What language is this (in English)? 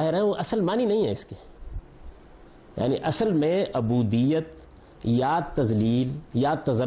Urdu